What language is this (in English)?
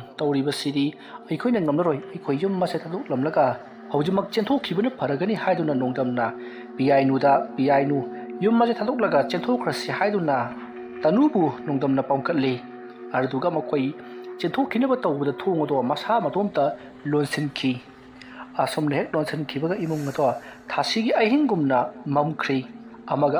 Manipuri